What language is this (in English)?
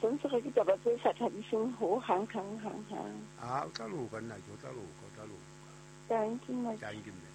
Southern Sotho